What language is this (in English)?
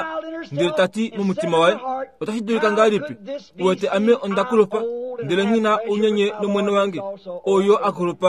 Kuanyama